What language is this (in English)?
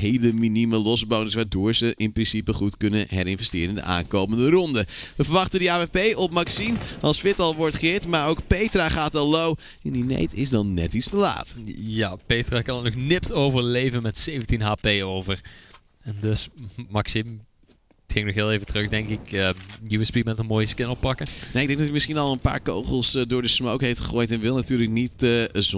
Dutch